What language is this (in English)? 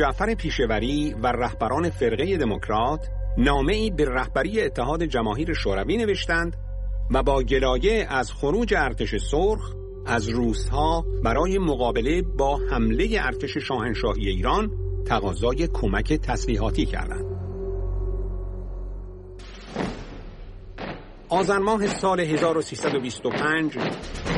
Persian